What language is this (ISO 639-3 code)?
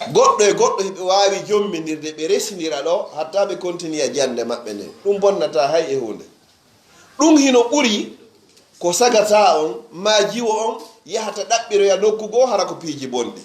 fuf